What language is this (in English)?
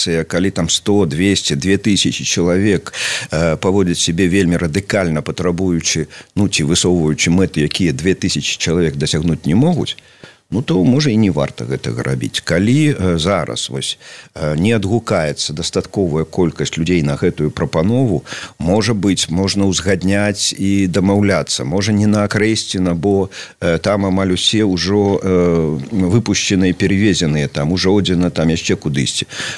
Belarusian